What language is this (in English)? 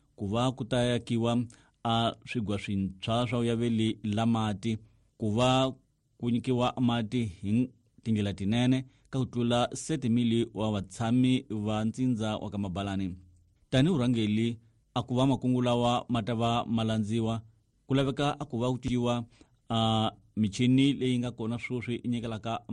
Tsonga